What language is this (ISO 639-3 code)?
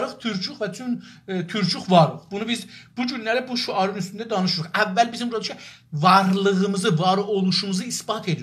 azb